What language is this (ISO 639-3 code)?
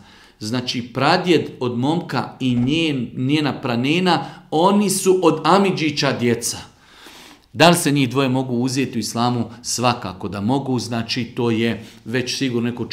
bos